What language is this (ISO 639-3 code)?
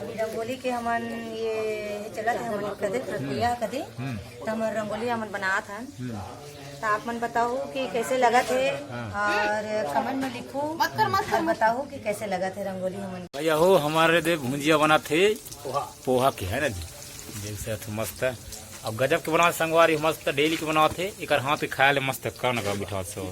hne